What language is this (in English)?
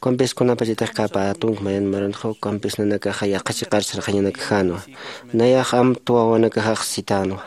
Aymara